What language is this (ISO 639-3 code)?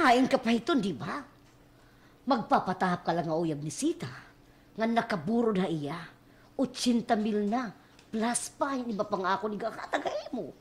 war